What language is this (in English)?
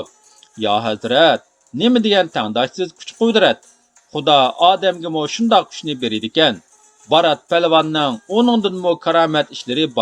Uyghur